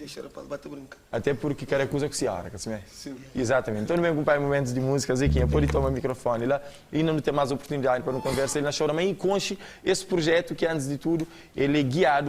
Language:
Kabuverdianu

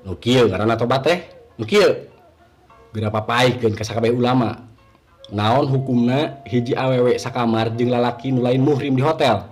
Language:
Sundanese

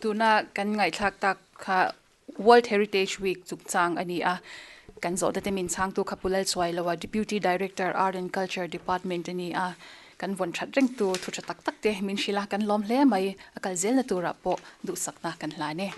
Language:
Mizo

